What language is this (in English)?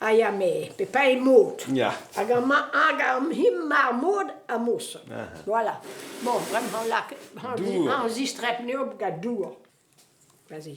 Breton